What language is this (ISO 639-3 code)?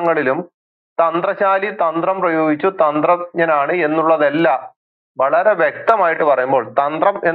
mal